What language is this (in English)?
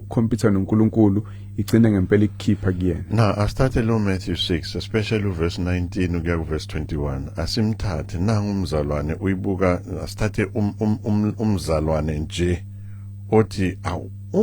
Zulu